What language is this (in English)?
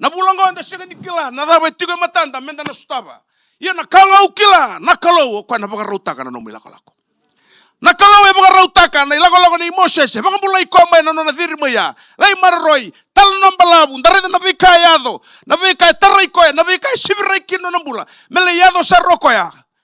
Fijian